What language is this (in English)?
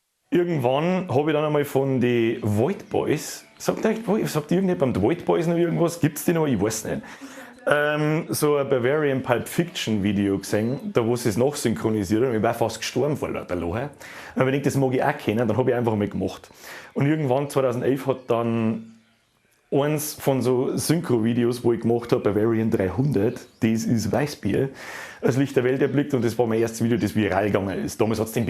Bavarian